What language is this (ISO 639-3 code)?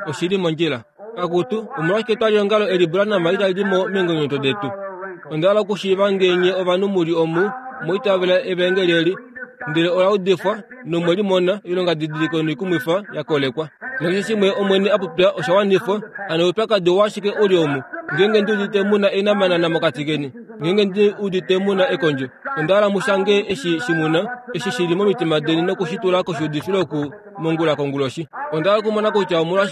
kua